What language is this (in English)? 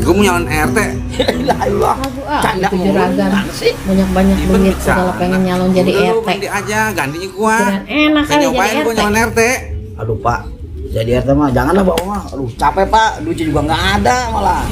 Betawi